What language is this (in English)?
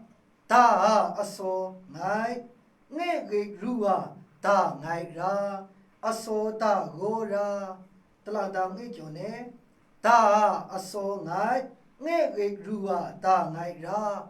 Maru